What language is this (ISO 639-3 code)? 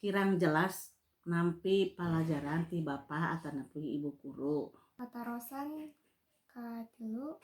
sun